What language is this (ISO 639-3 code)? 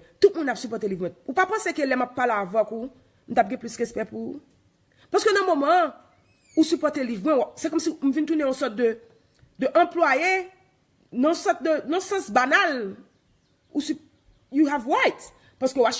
hat